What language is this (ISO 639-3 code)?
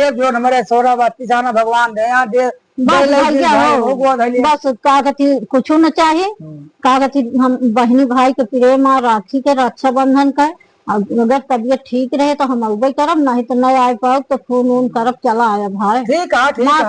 awa